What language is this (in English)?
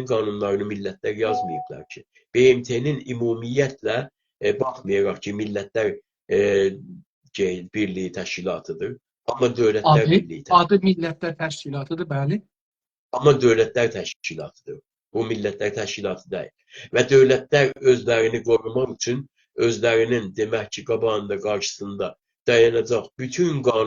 South Azerbaijani